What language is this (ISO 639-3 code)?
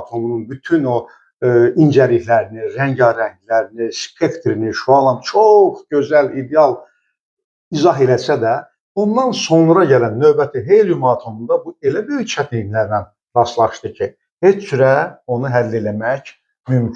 aze